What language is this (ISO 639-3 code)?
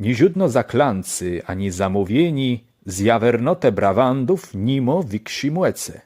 csb